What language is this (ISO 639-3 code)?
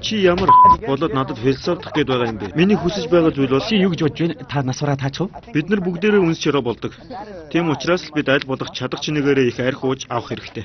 mon